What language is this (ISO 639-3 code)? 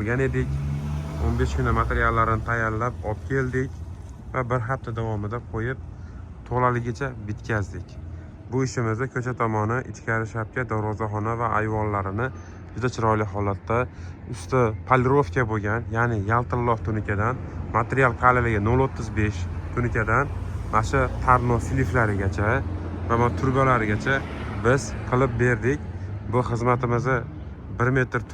uzb